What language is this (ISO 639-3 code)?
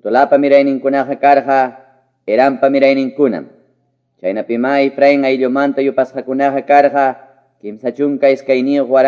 que